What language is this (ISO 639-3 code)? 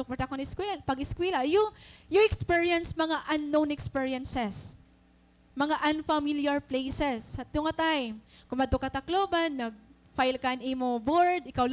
war